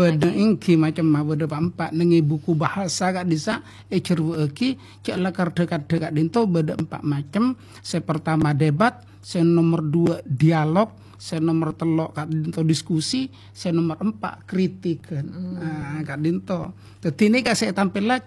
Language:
Madurese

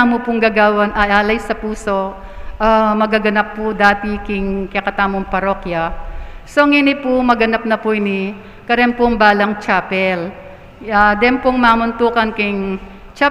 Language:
Pampanga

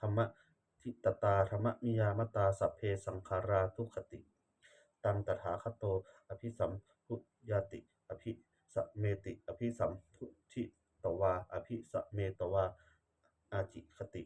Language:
Pali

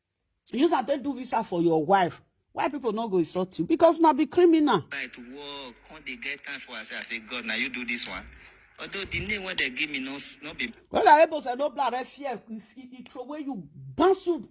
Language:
Nigerian Pidgin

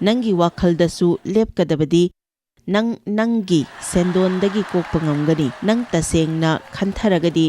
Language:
Manipuri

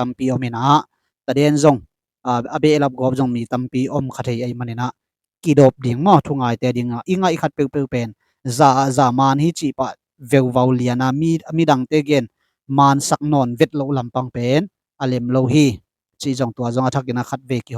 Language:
Tedim Chin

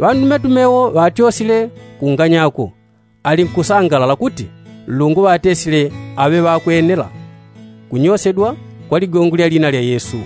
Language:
Yao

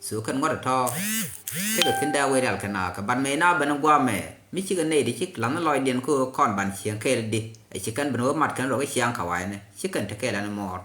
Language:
Nuer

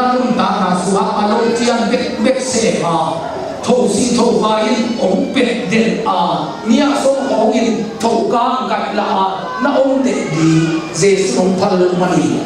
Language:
Tedim Chin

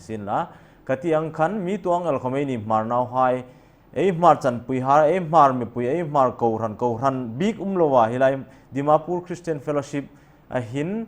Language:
Hmar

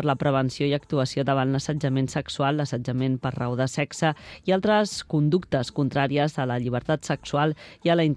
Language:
Catalan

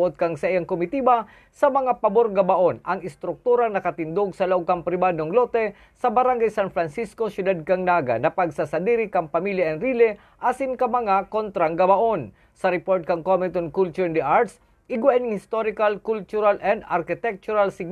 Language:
Bikol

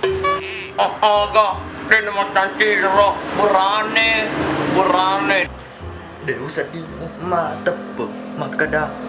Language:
Buginese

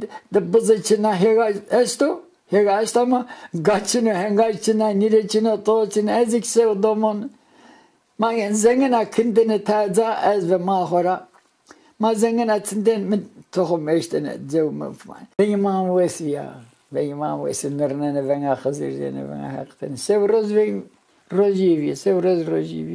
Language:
Zaza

